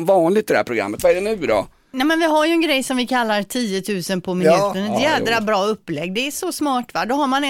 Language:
Swedish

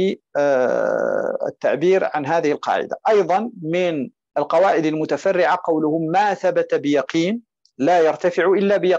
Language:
Arabic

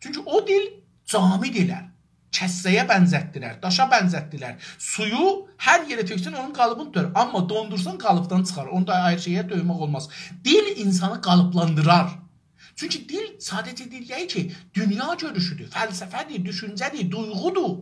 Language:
South Azerbaijani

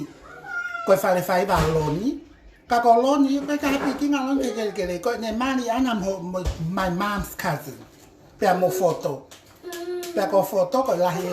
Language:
Tongan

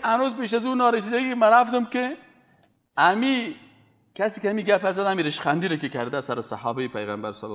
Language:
Persian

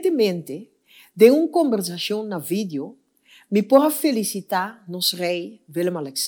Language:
Papiamento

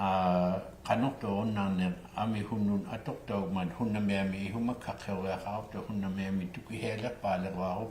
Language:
Inuktitut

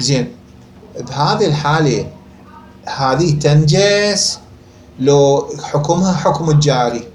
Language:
Mesopotamian Arabic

